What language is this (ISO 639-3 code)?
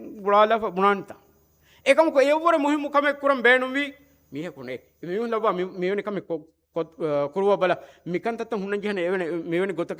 div